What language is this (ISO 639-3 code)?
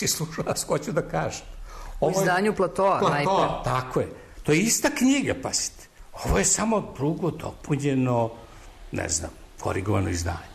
srp